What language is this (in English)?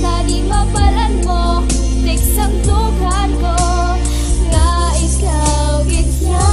Hiligaynon